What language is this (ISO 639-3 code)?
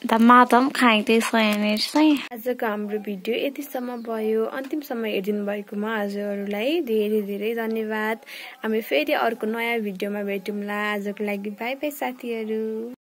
nep